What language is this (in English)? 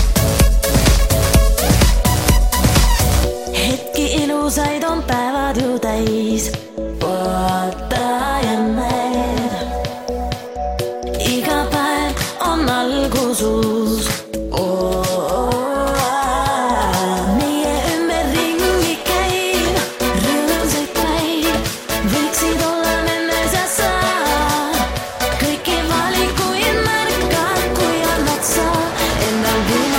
Estonian